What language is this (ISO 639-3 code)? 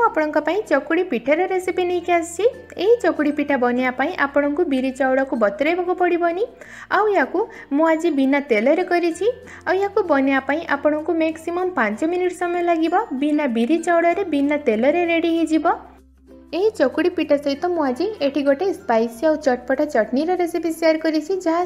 ori